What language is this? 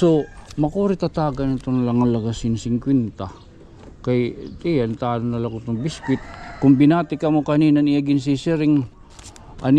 Waray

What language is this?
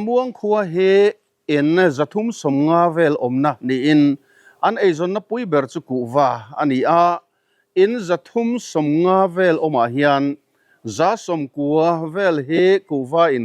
Mizo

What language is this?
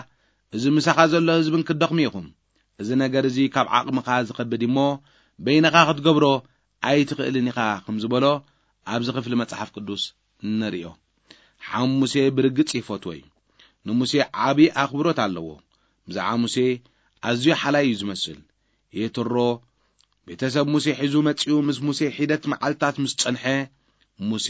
Tigrinya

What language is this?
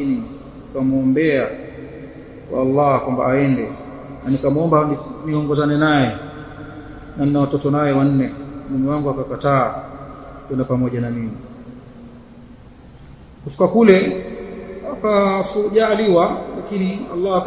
Swahili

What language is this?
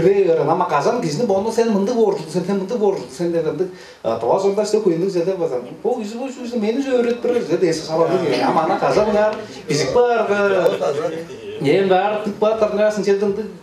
Tuvinian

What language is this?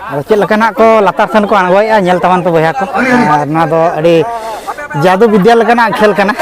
Santali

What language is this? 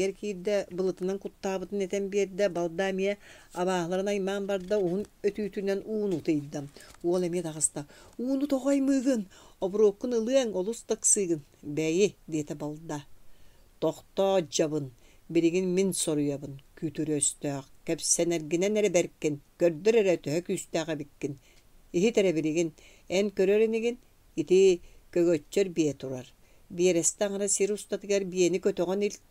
Yakut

